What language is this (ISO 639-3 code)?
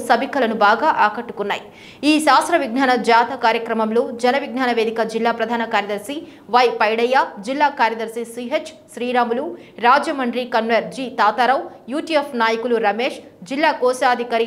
tel